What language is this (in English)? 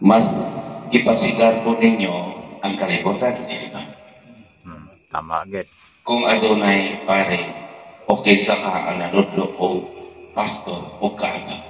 Cebuano